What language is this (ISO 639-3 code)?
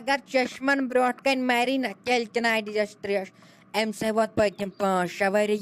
kas